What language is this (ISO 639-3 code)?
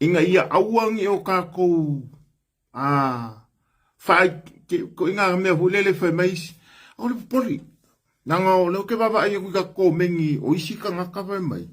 smo